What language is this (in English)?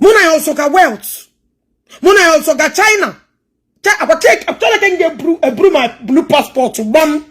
Igbo